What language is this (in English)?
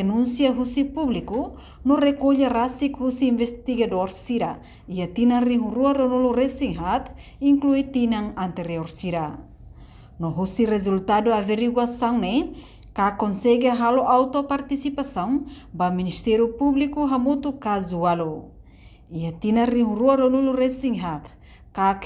Tetum